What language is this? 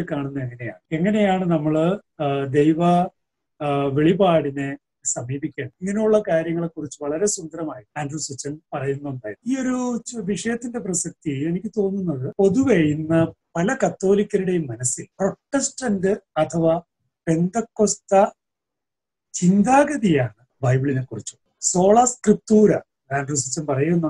Malayalam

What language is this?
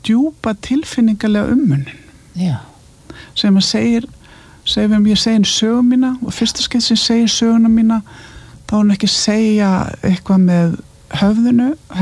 Icelandic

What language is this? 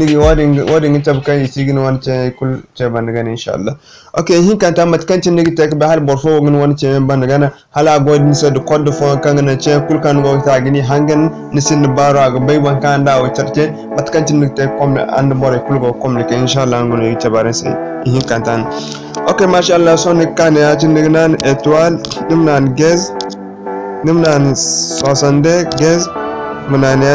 Zarma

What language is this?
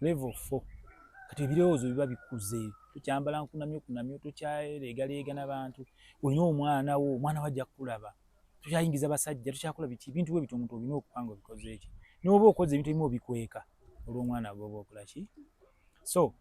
Ganda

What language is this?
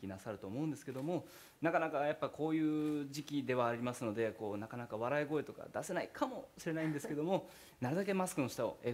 Japanese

